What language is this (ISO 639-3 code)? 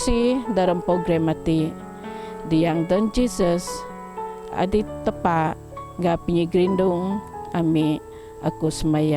bth